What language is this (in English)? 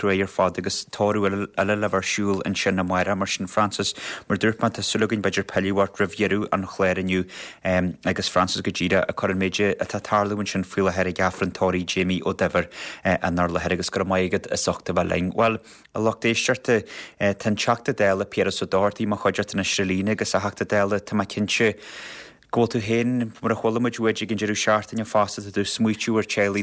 Irish